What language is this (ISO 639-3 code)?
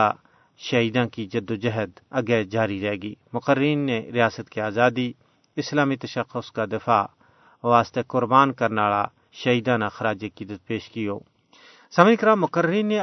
gju